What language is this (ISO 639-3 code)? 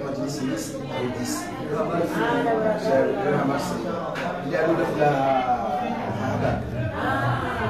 swa